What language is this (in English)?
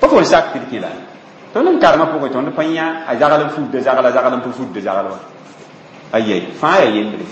Mossi